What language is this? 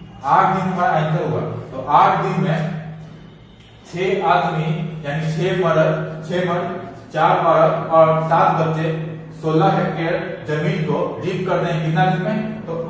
Hindi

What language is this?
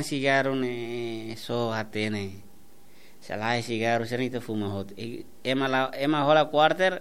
Tetum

